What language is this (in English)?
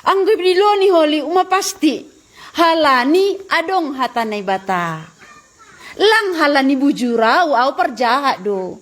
Batak Simalungun